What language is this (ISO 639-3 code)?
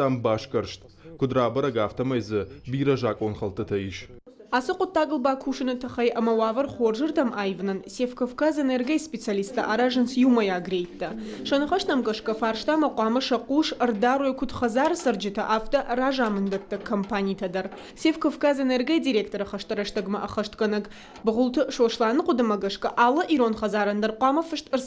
oss